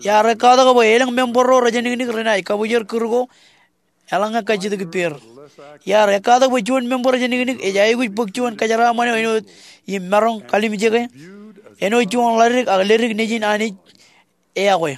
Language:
Marshallese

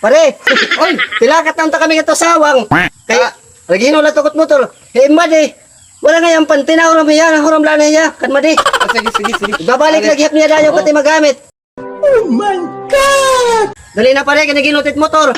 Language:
Waray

